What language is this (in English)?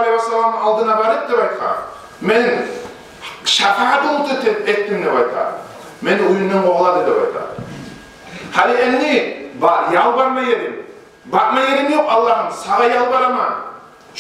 Kumyk